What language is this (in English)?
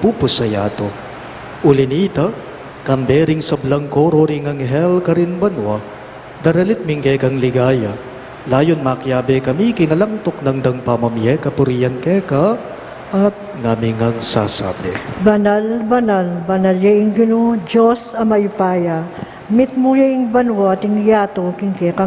Pampanga